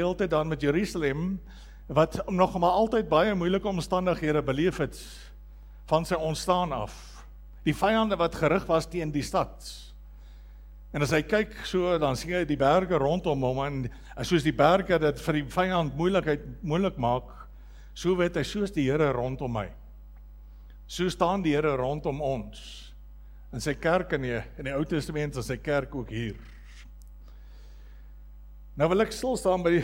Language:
Afrikaans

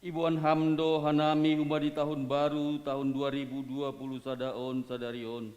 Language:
Batak Simalungun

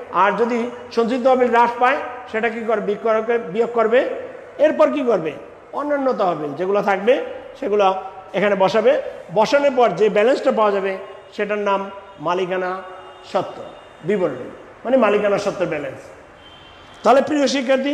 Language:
Bangla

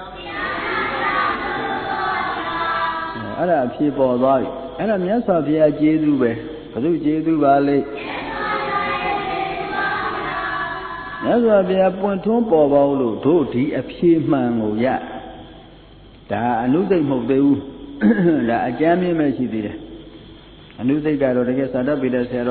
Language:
Burmese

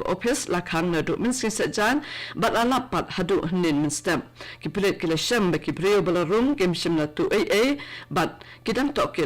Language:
Khasi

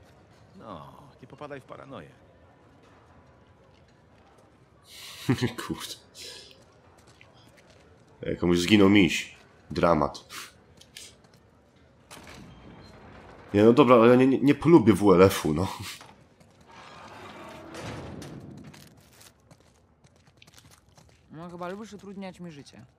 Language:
Polish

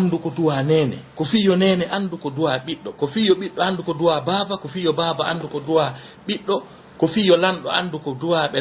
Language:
Fula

